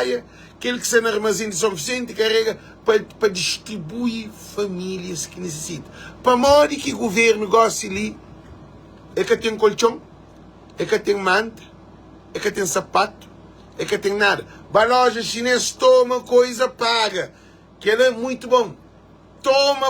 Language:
Kabuverdianu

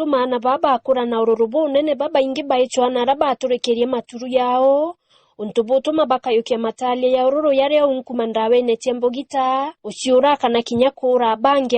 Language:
Meru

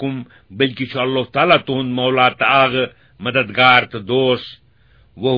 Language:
Kashmiri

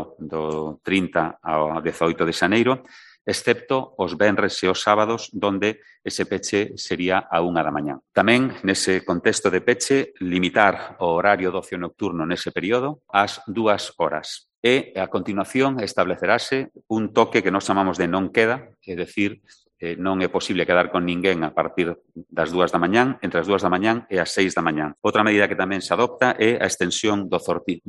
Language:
Galician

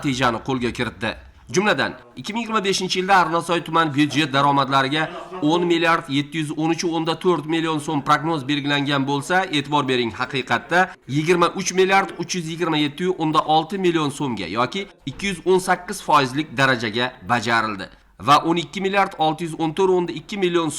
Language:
Uzbek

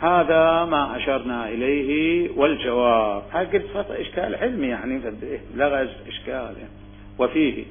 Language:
Mesopotamian Arabic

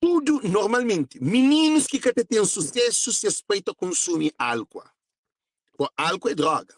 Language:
Kabuverdianu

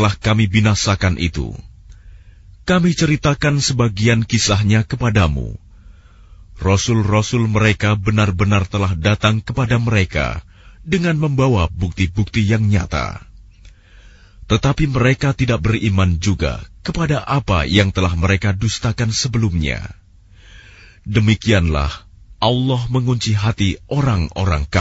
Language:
Indonesian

